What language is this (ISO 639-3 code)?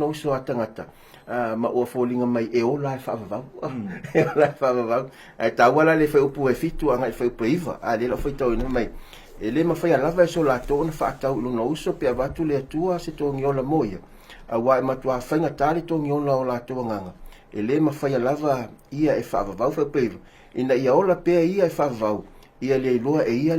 smo